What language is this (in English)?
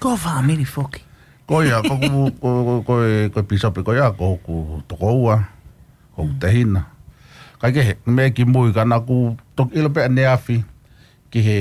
Tongan